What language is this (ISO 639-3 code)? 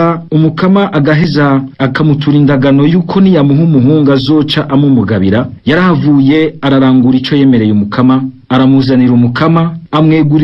run